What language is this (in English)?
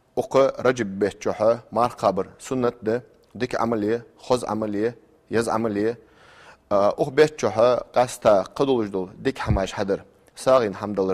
Ingush